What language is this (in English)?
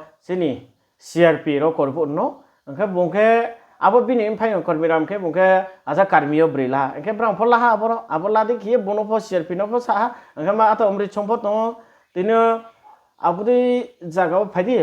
Riang (India)